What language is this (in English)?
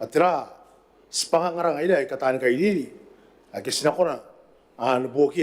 Gilbertese